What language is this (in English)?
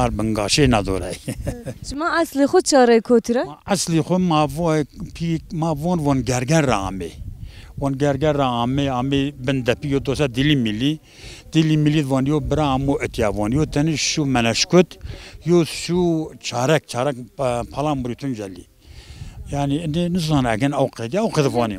Zaza